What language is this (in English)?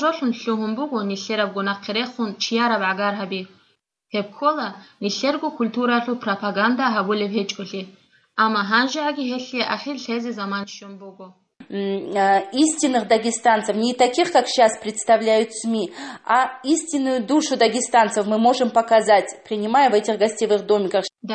Avaric